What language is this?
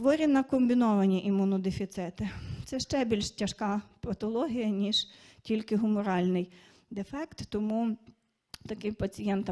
Ukrainian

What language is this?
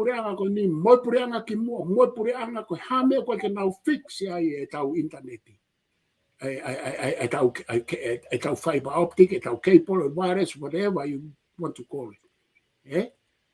Tongan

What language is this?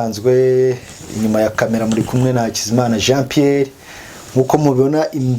Kinyarwanda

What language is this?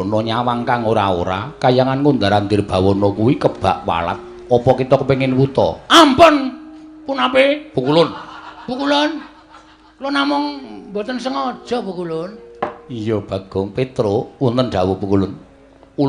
Javanese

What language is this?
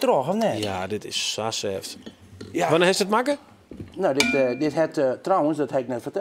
Western Frisian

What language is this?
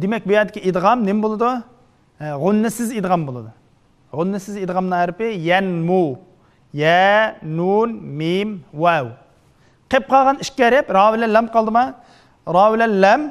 Uyghur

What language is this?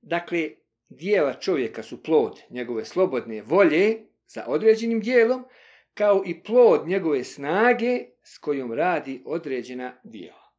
Bosnian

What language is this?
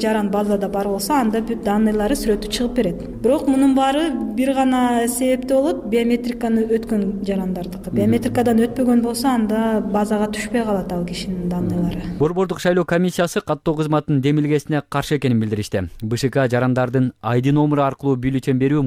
Kyrgyz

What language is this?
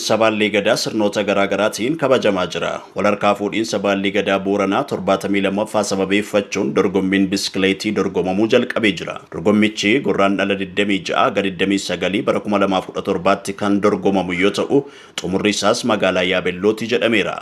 Oromo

